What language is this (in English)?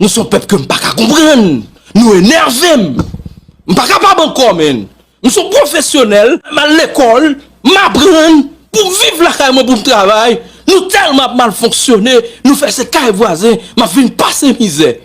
Haitian Creole